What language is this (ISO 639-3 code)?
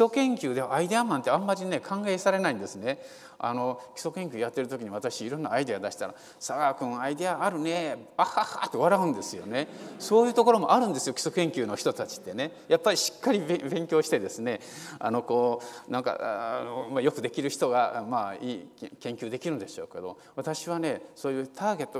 jpn